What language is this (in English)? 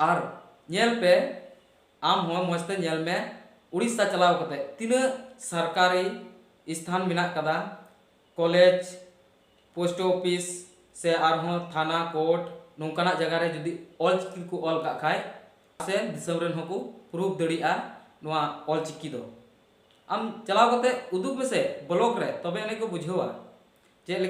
Santali